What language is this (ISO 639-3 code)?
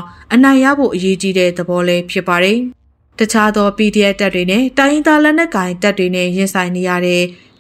mya